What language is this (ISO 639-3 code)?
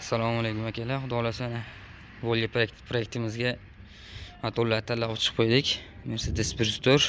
uzb